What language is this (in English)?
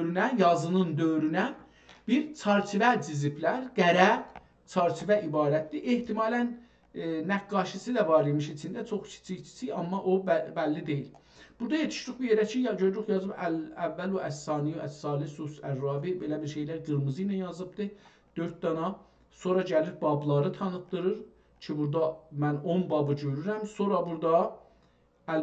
South Azerbaijani